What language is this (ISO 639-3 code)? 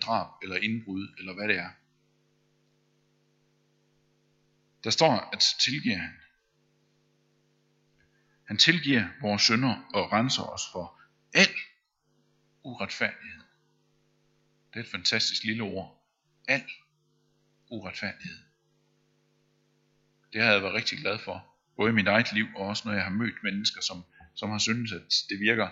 dan